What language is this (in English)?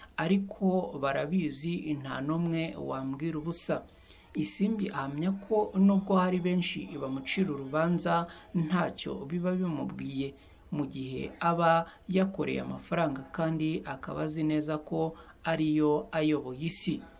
Kinyarwanda